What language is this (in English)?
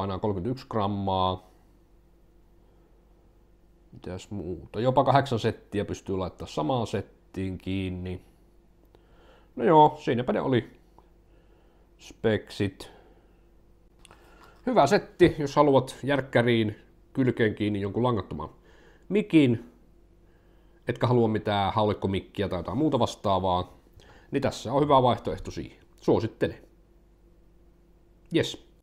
Finnish